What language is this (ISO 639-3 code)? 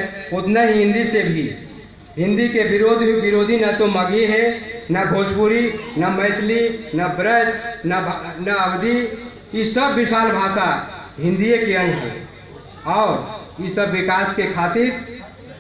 mag